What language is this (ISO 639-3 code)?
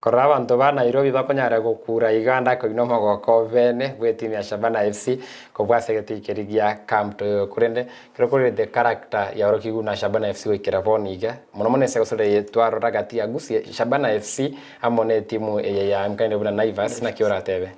guz